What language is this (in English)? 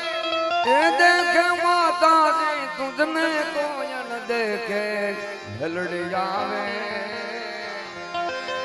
Gujarati